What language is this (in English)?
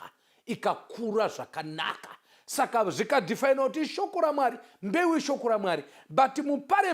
Shona